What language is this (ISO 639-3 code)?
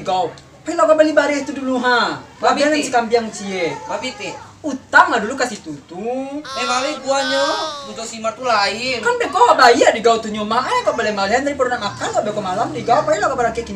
min